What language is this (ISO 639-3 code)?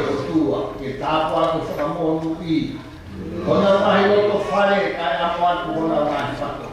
ton